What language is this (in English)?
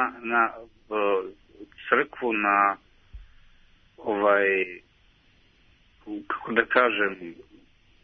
Serbian